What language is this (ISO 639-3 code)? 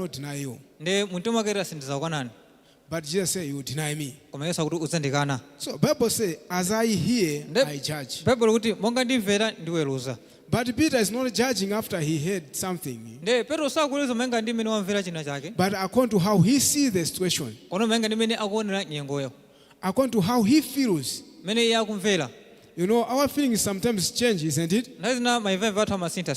nya